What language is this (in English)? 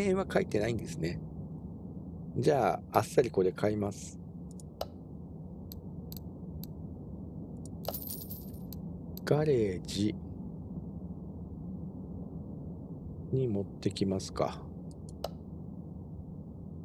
Japanese